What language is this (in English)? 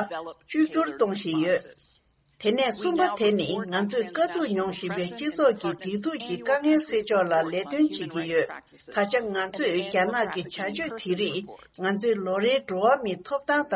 Tibetan